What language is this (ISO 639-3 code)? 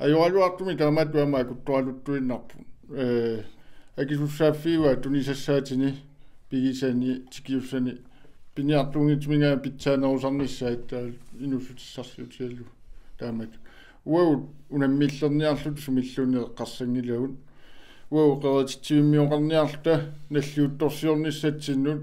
kal